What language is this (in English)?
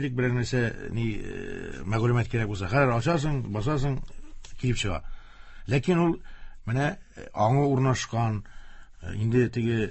Tatar